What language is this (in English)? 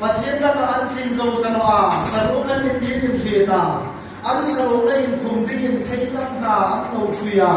Hmar